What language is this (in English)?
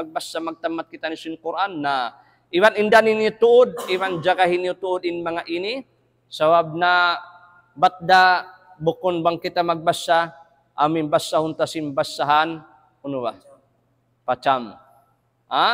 Tausug